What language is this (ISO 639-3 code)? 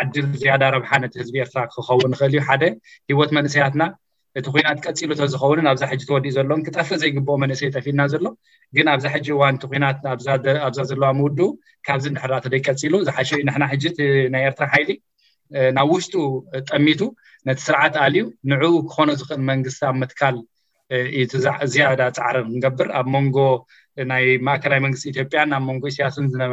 tir